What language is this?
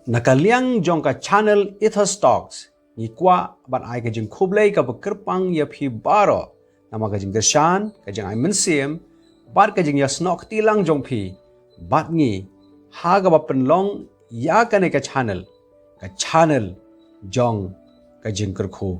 Khasi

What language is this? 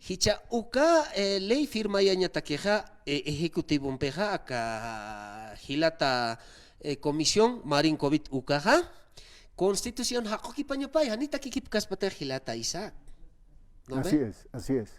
Aymara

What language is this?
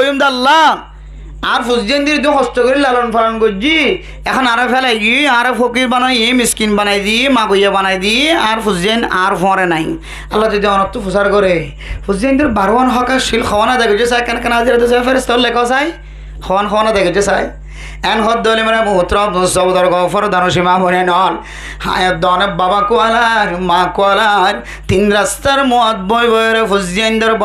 Rohingya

